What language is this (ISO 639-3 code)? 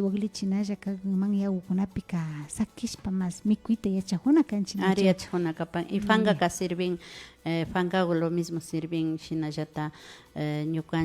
qvi